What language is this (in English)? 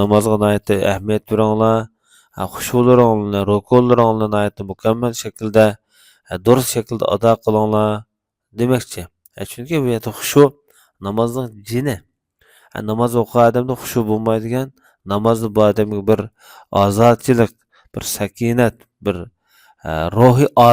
Uyghur